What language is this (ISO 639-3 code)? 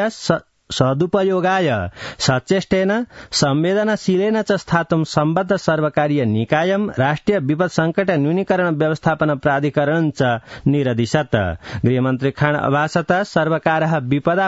san